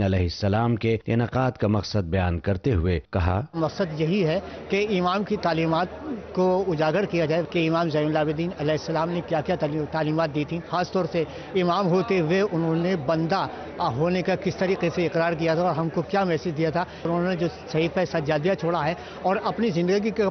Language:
Urdu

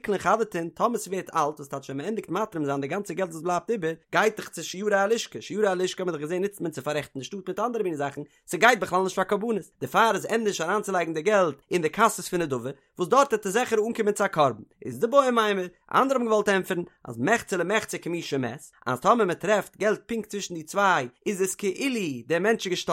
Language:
Yiddish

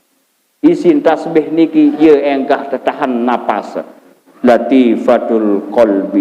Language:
Sasak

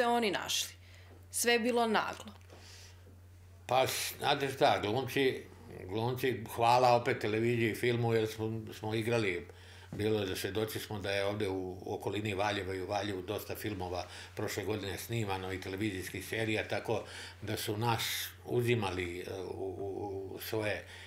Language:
Serbian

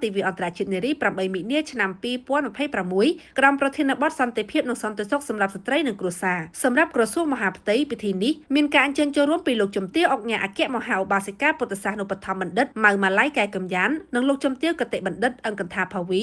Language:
Khmer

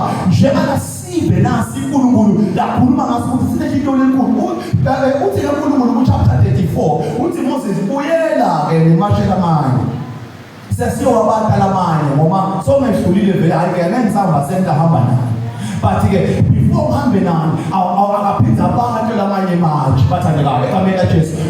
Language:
Zulu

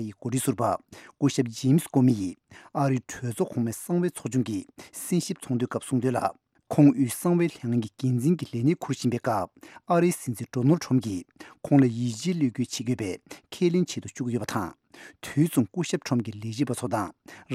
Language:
Tibetan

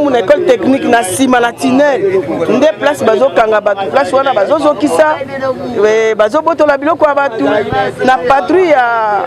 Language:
Lingala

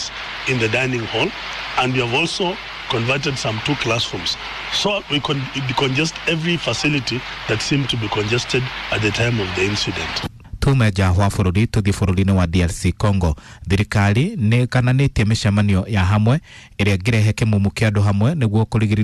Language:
Kikuyu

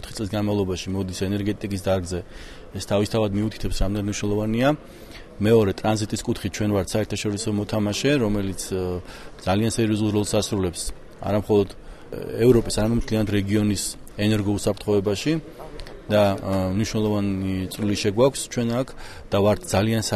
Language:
Georgian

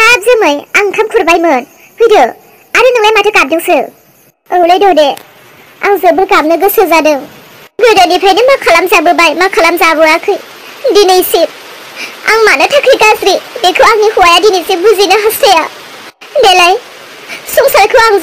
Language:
Bodo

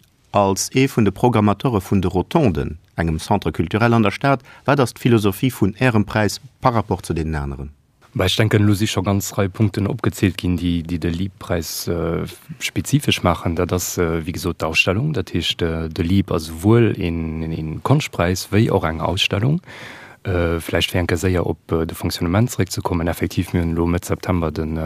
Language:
Luxembourgish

